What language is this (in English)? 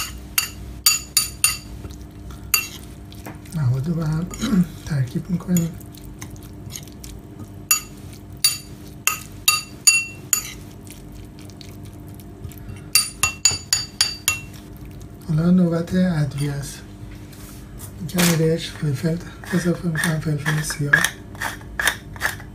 Persian